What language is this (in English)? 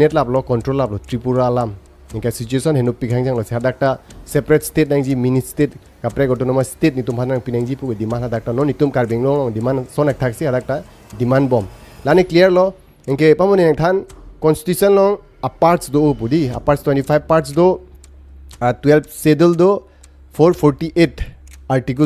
Karbi